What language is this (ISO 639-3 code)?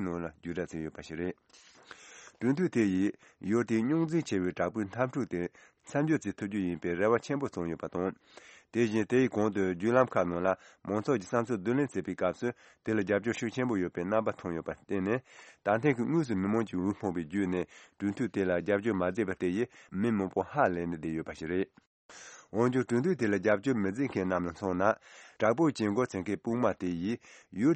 bod